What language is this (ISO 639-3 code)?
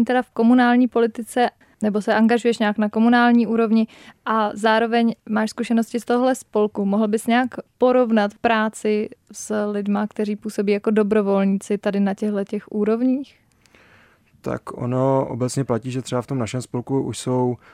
ces